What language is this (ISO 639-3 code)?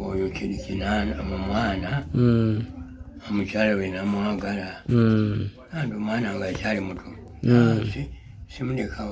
lug